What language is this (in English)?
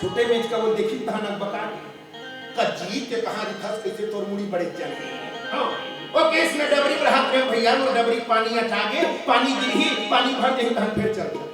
Chhattisgarhi